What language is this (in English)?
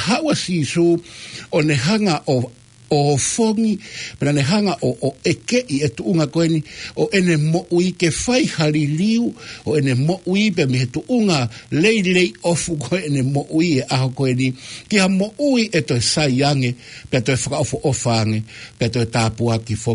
Tongan